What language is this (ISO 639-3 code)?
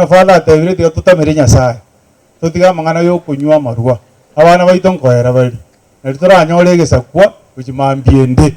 guz